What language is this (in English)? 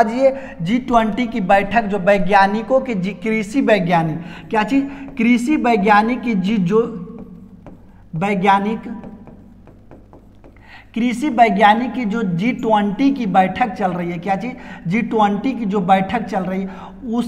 Hindi